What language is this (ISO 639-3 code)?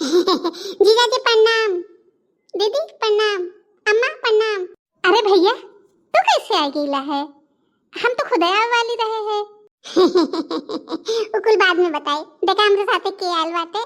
bho